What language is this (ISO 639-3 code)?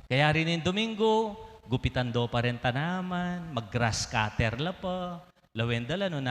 pam